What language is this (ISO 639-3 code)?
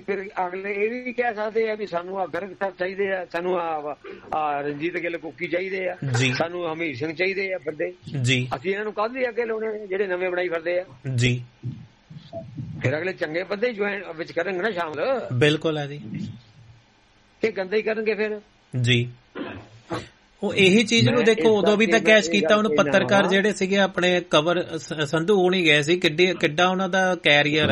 pan